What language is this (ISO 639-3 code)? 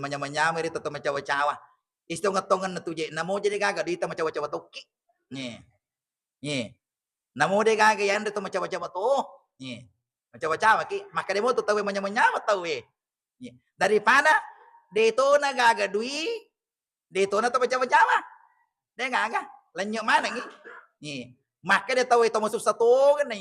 bug